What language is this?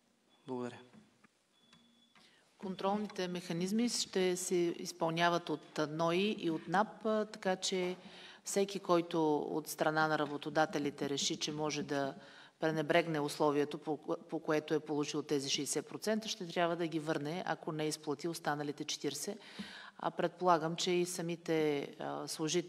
Bulgarian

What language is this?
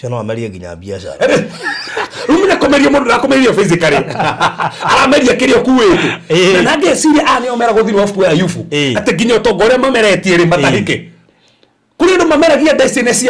Kikuyu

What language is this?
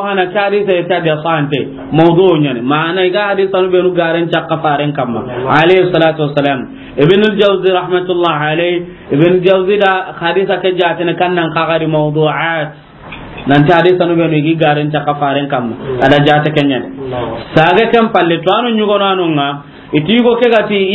Soninke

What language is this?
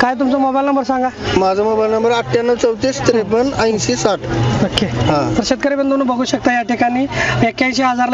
Marathi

